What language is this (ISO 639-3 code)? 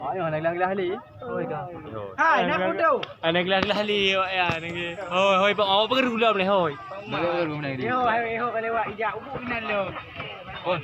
ace